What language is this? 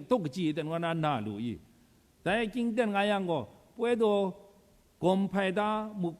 Kachin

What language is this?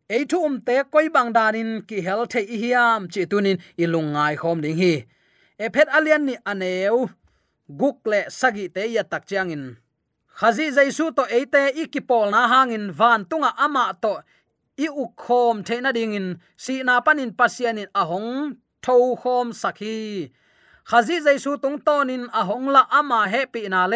Tedim Chin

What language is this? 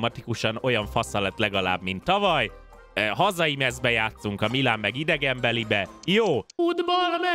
Hungarian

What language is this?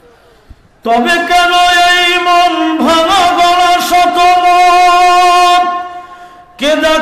Bangla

